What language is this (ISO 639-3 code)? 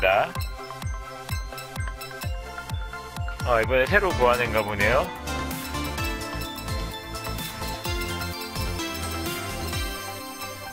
kor